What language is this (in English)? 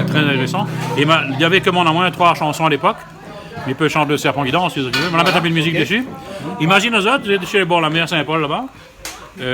Réunion Creole French